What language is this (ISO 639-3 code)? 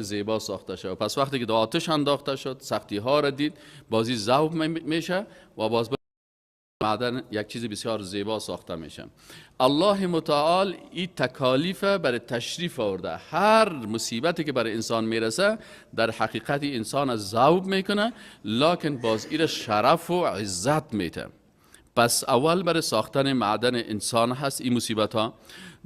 fas